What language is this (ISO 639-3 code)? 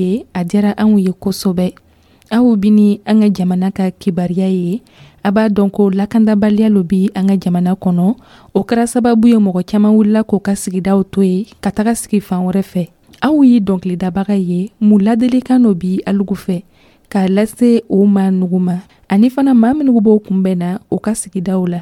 dyu